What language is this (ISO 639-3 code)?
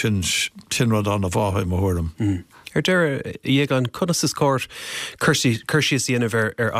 gle